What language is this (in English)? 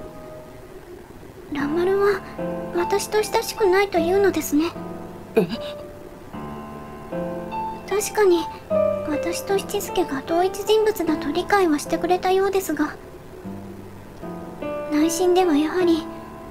Japanese